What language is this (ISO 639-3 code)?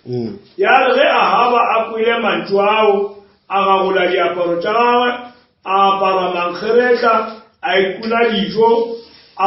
nso